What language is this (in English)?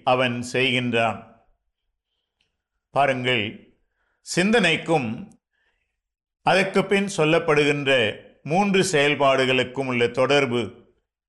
Tamil